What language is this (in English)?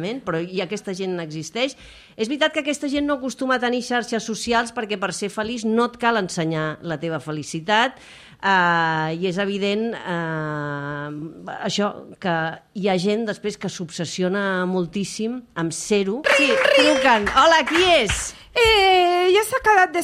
Catalan